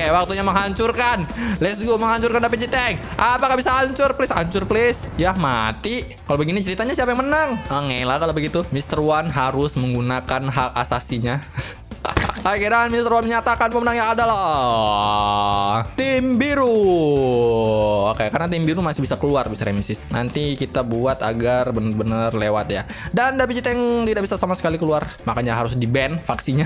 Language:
Indonesian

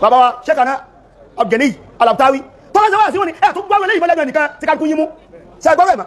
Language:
Yoruba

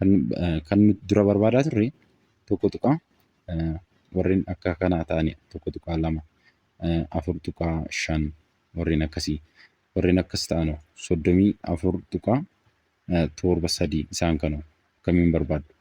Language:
Oromo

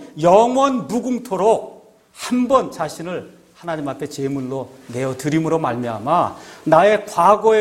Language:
Korean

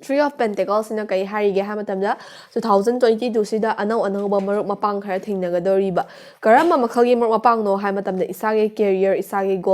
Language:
Manipuri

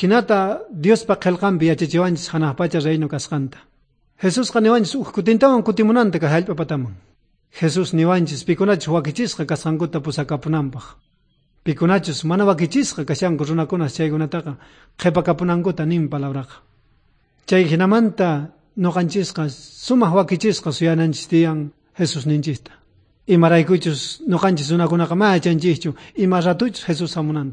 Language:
South Bolivian Quechua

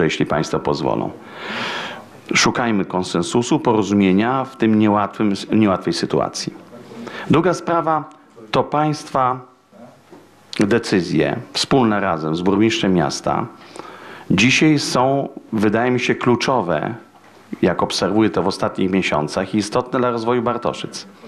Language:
Polish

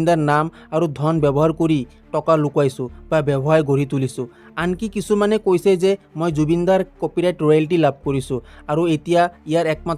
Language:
Assamese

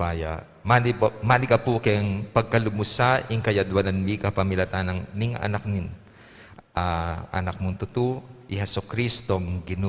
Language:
Pampanga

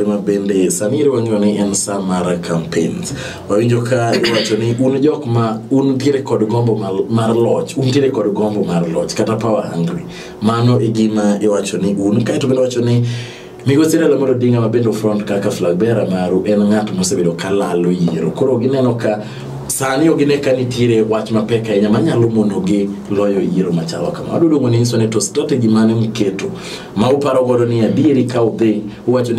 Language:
Luo (Kenya and Tanzania)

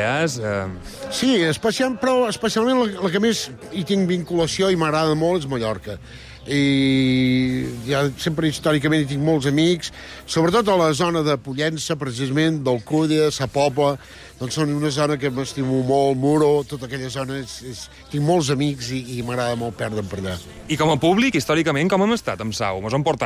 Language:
Catalan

